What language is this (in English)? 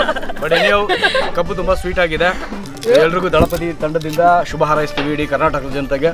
Kannada